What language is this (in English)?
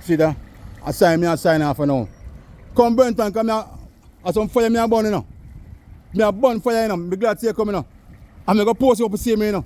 Jamaican Creole English